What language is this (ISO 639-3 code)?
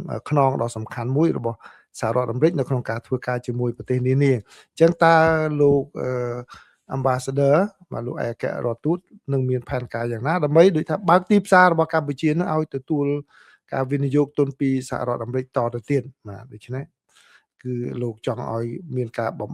khm